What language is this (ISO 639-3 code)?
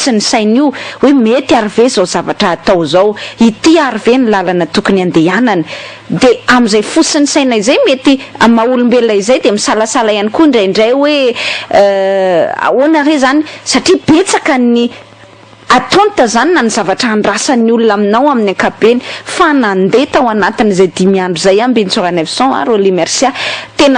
mlg